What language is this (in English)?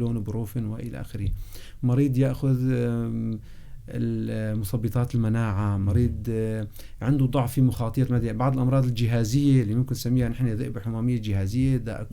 North Levantine Arabic